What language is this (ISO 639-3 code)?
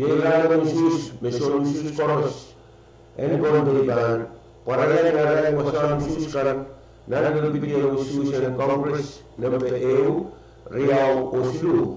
pon